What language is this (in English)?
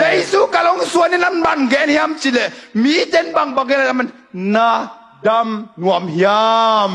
Tedim Chin